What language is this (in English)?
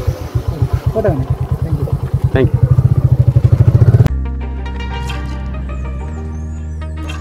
Malayalam